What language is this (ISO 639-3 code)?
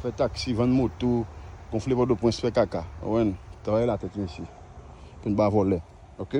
hat